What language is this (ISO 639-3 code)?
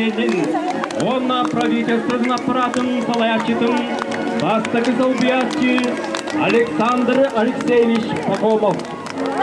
sah